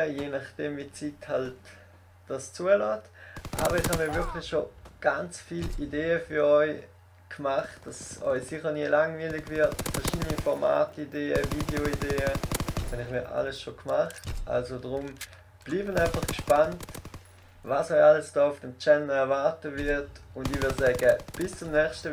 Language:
Swiss German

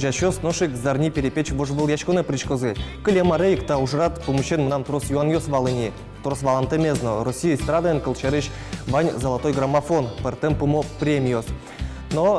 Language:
Udmurt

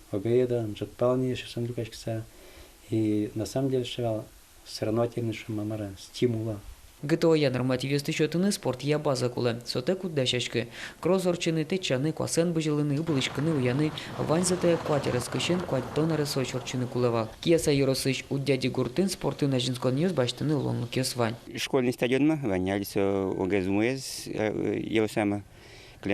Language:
Udmurt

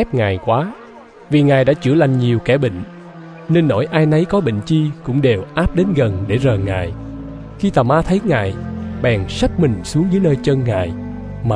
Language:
Vietnamese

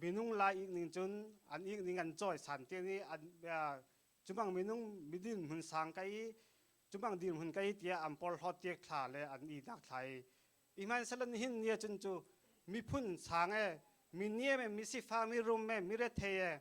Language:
Hakha Chin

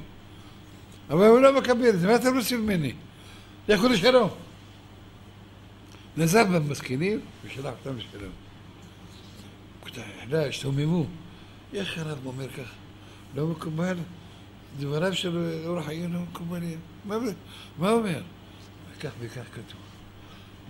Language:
Hebrew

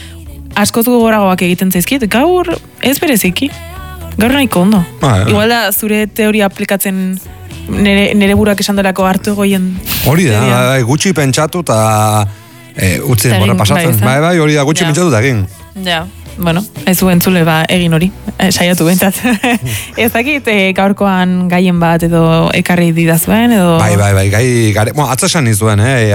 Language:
Basque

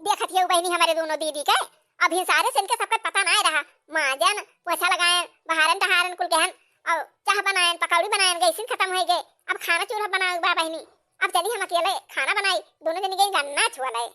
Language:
Awadhi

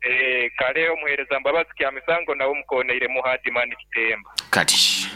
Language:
Nyoro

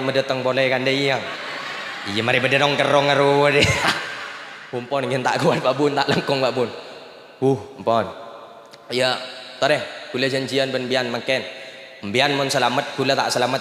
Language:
Madurese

